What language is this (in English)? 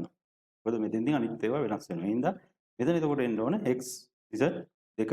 Sinhala